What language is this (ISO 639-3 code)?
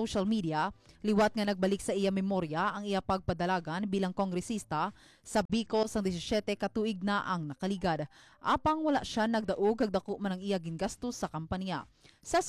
hil